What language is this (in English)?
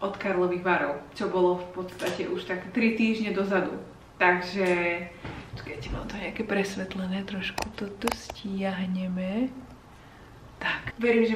Slovak